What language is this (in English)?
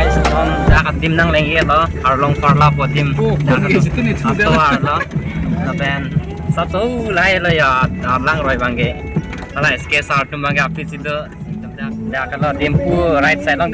Karbi